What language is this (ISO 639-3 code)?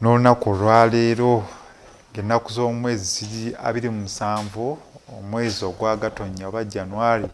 lug